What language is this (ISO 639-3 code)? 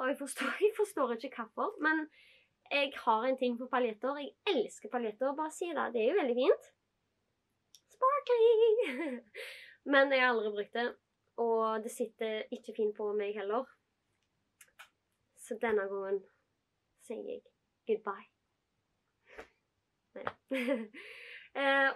nor